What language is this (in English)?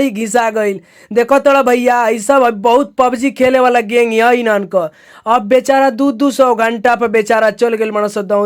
Bhojpuri